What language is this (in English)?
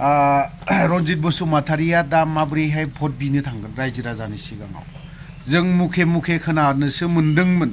Bodo